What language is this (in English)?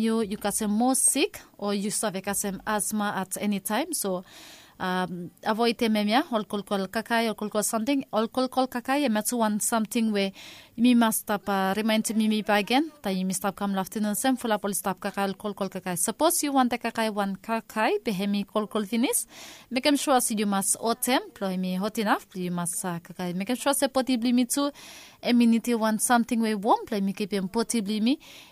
Bislama